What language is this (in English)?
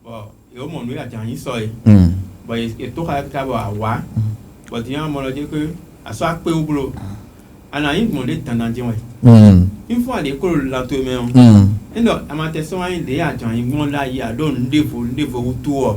Fon